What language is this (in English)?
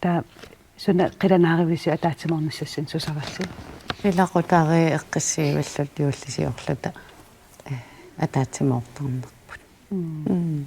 Kalaallisut